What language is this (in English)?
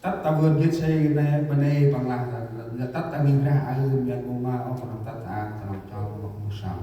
Central Mnong